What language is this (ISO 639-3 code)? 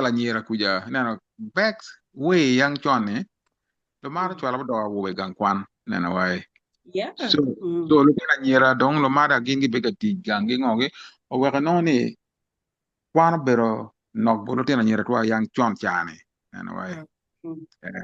ach